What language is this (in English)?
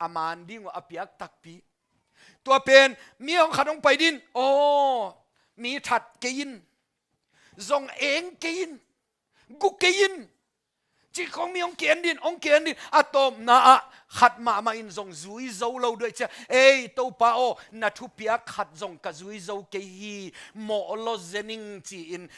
Tedim Chin